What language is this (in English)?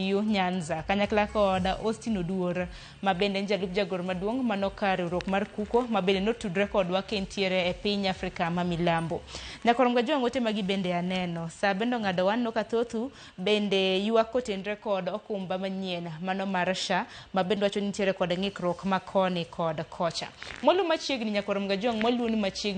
Luo (Kenya and Tanzania)